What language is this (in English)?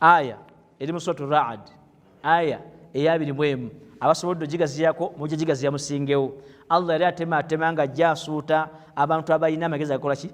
Ganda